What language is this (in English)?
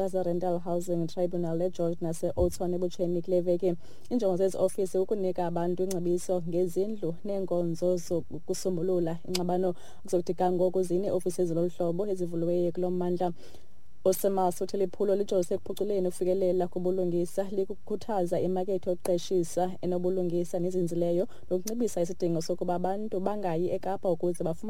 Xhosa